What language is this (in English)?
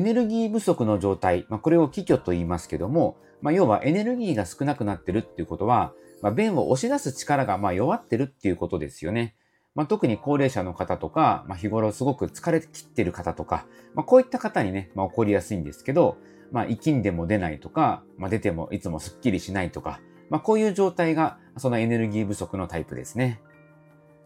Japanese